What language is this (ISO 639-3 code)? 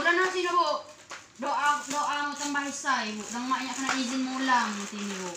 kge